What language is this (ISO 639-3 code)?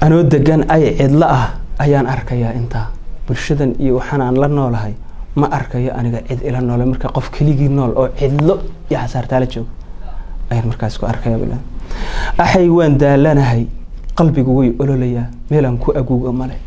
som